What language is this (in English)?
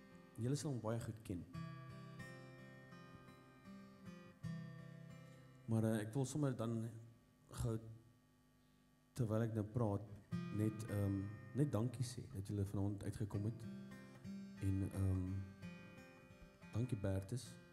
Afrikaans